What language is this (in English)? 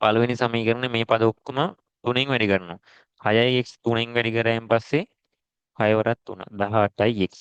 Sinhala